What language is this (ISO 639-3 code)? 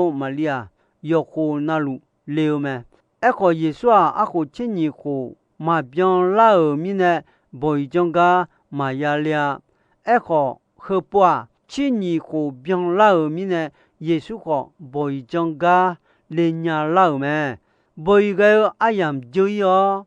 ahk